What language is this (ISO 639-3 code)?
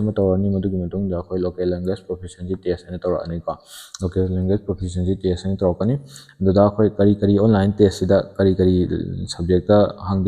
mni